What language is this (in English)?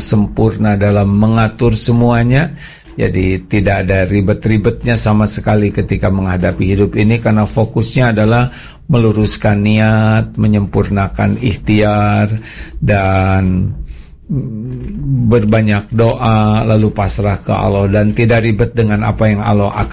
Indonesian